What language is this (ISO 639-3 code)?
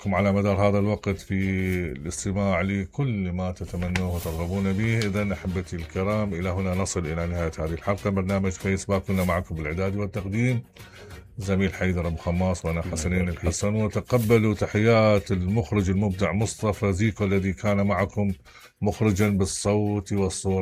acm